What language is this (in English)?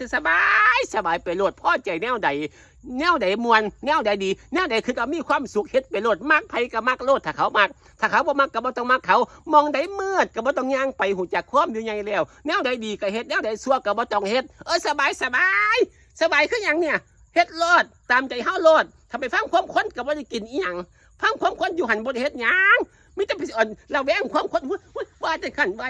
Northeastern Thai